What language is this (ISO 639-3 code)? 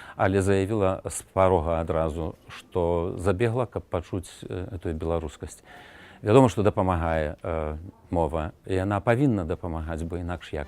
bel